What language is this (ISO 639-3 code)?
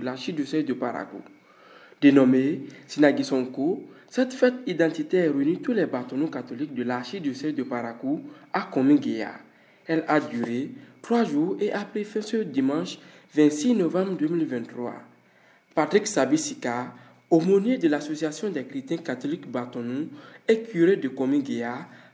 fra